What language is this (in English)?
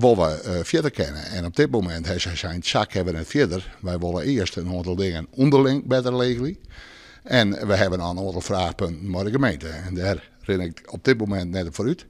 Western Frisian